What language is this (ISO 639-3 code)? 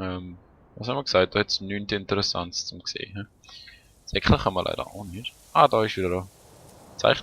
gsw